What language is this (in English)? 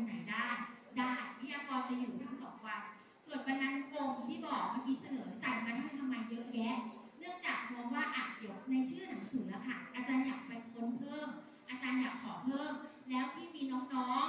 Thai